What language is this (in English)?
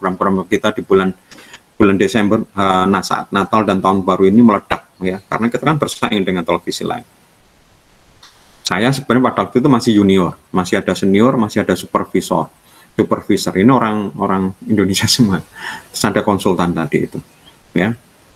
Indonesian